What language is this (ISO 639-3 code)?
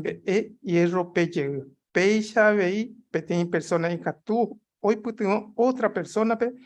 grn